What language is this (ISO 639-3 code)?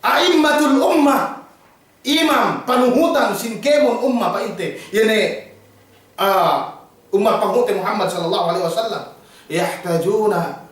yka